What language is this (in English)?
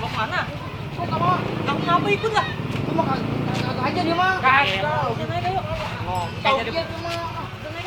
Betawi